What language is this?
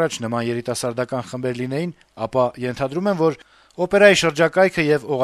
Armenian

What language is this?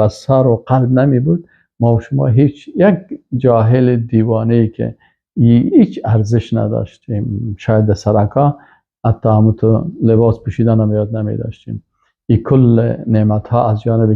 Persian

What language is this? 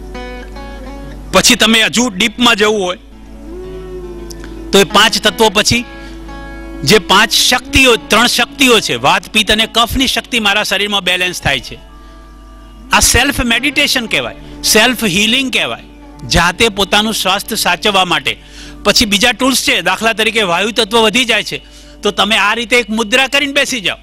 Gujarati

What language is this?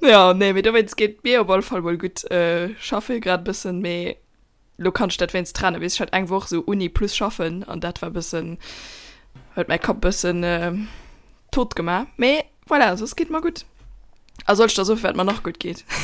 Luxembourgish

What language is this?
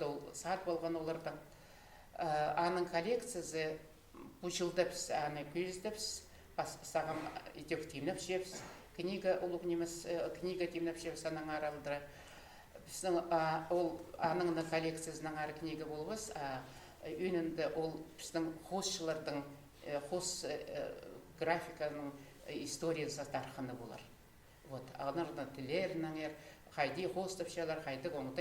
Khakas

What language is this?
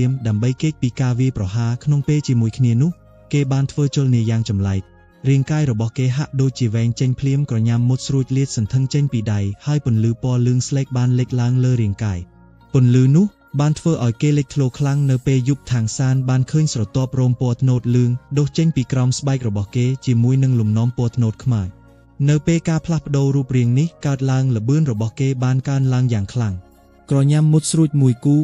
Khmer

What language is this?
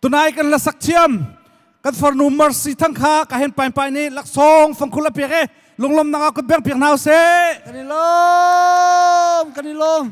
Hakha Chin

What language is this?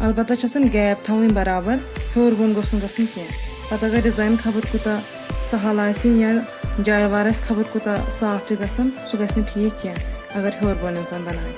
Kashmiri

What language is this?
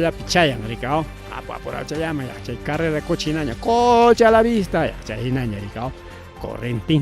Ayacucho Quechua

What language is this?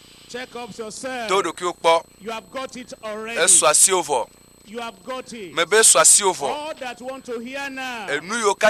Ewe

